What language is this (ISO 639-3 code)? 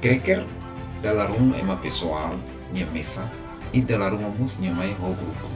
tet